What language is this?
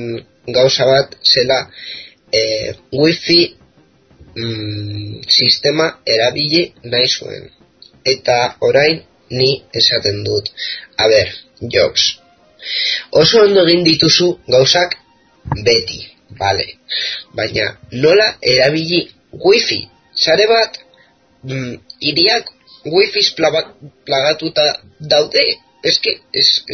Basque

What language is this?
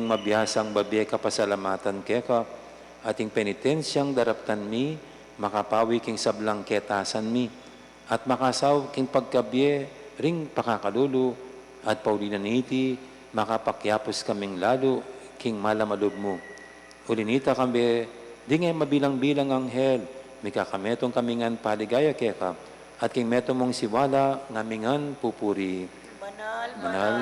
Pampanga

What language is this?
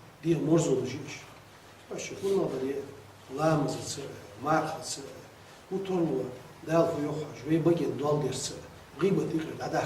Ingush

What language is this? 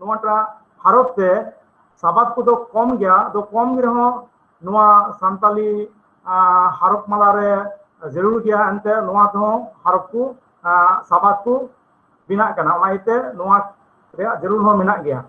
Santali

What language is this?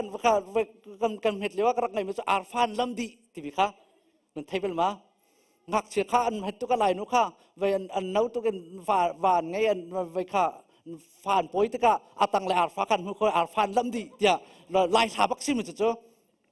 Hakha Chin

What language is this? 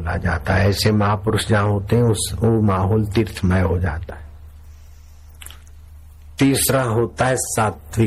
Hindi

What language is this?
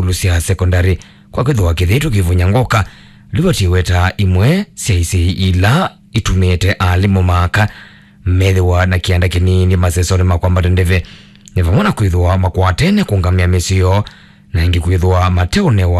Kamba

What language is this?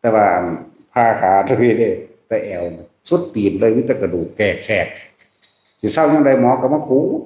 Northeastern Thai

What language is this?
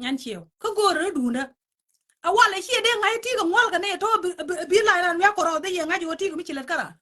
Nuer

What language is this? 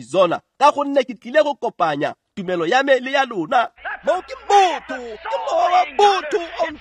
Tswana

